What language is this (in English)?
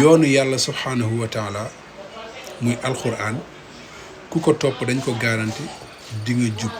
Wolof